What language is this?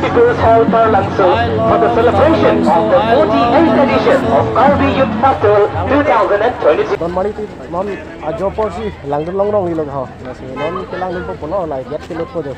Karbi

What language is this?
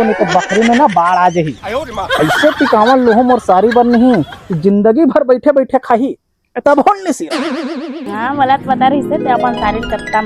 Chhattisgarhi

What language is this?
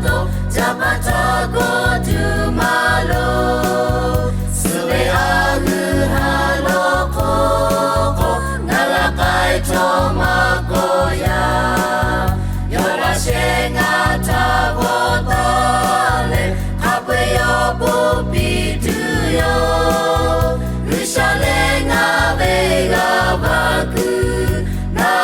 Lahu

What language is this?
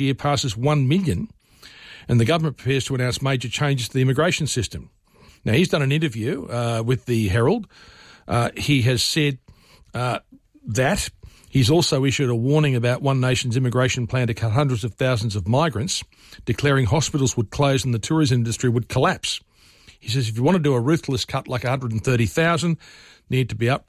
English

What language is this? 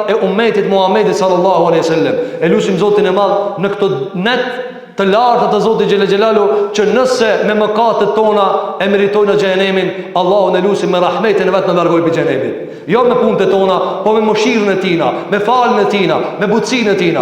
Albanian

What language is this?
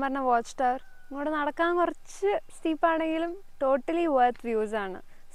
Malayalam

